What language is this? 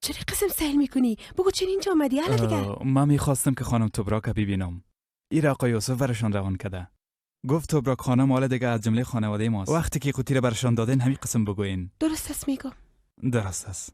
Persian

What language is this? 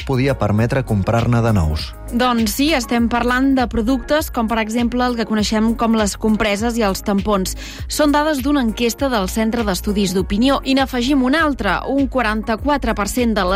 Catalan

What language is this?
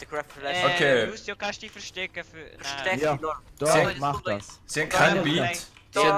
Swiss German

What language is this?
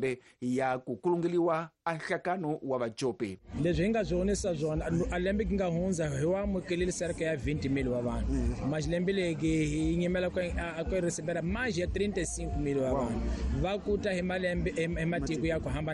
Tsonga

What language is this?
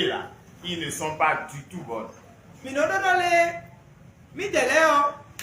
Fon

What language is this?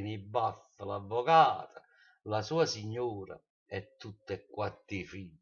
Neapolitan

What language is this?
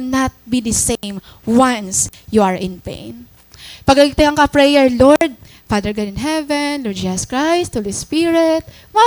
Waray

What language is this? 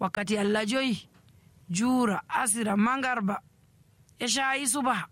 Nigerian Fulfulde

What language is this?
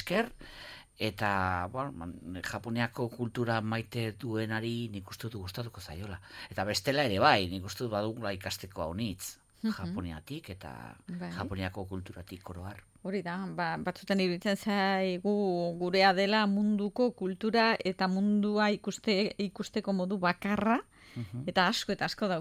Basque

